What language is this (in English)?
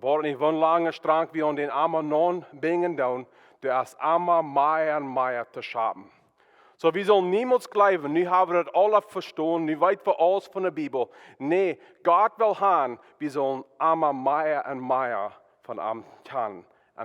Plautdietsch